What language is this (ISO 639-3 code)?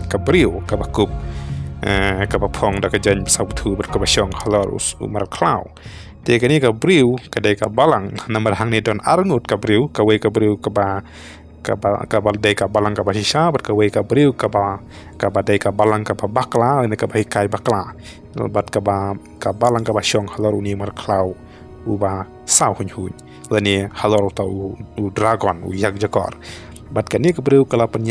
kha